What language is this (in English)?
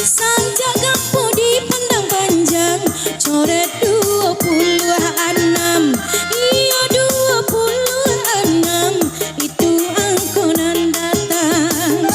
Minangkabau